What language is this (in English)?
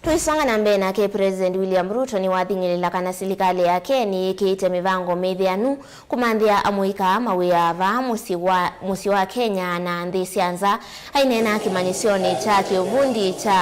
Kamba